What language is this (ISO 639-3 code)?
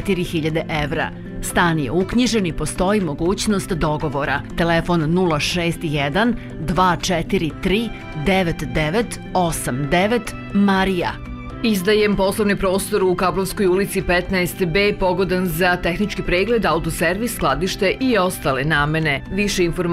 srp